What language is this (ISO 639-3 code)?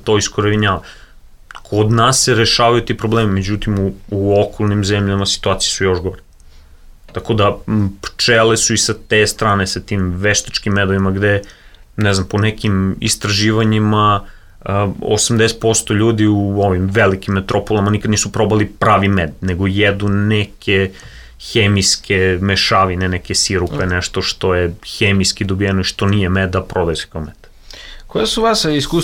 srp